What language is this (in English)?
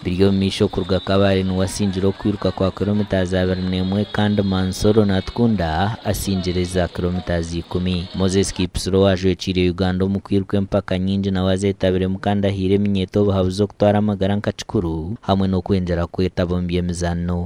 Nyankole